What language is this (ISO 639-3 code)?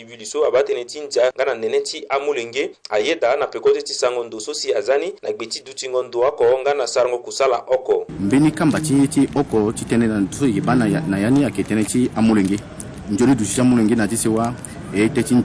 sag